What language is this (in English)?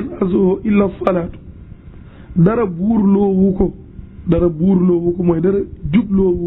Wolof